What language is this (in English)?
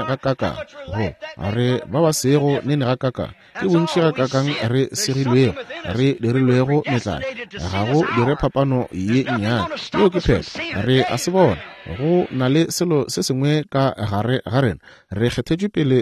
Northern Sotho